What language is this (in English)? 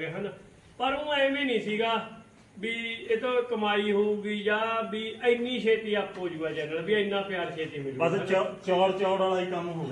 Punjabi